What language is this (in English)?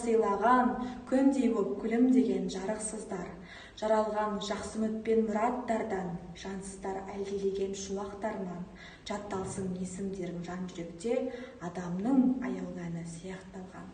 Kazakh